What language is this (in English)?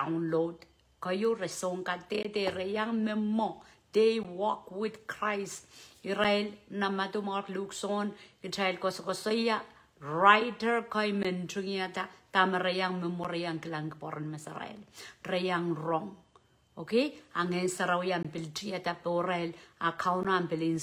Pohnpeian